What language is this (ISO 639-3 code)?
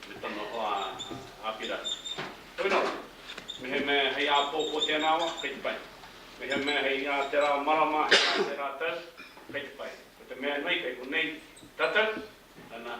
mri